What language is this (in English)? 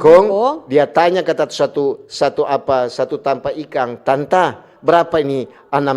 Manado Malay